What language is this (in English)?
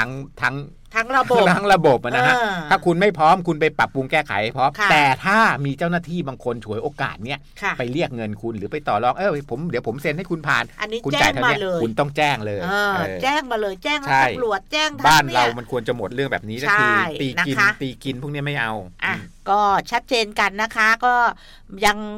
Thai